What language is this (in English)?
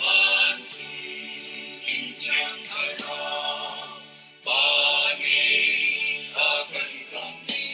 Hakha Chin